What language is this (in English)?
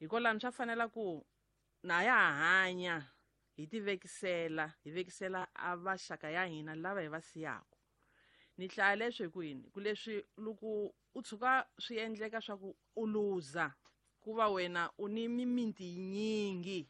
Tsonga